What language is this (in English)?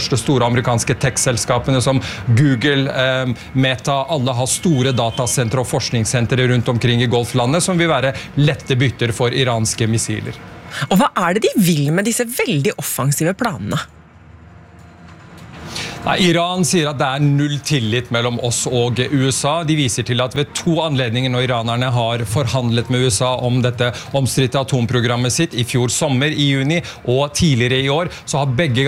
Norwegian